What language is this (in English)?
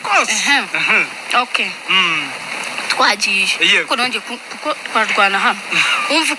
Kinyarwanda